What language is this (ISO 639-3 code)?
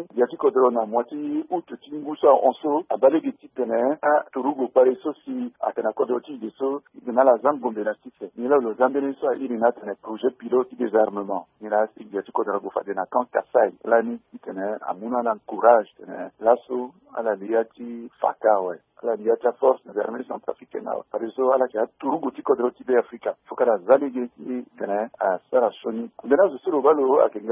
sag